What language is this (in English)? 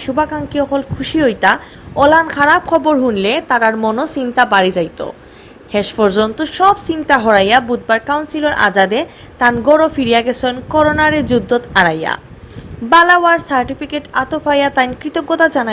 Sylheti